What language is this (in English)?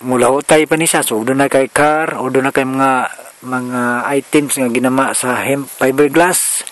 Cebuano